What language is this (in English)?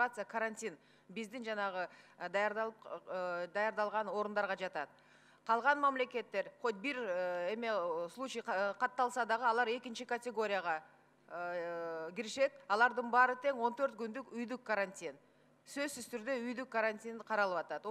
Kyrgyz